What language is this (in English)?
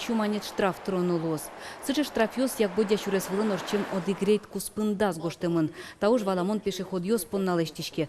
Udmurt